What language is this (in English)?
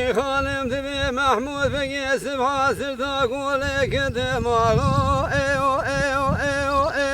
Kurdish